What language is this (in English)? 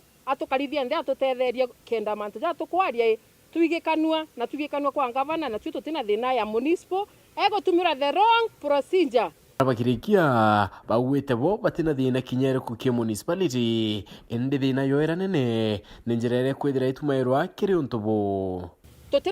Meru